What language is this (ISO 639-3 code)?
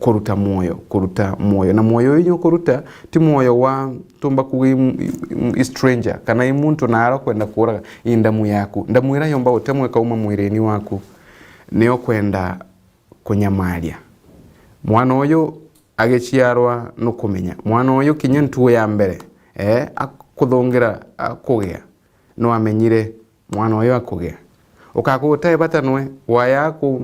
mer